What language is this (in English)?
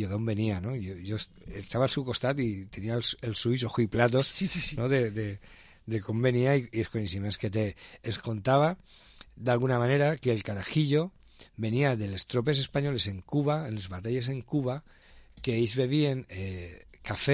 Catalan